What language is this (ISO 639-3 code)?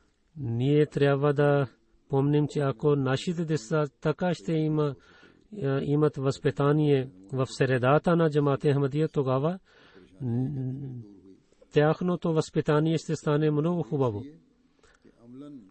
bul